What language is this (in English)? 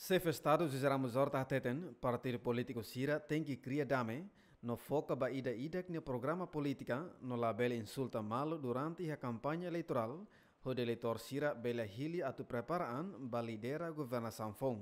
Tetum